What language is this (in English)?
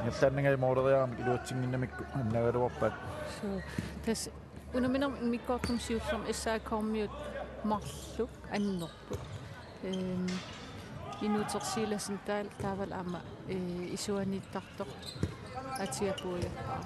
Kalaallisut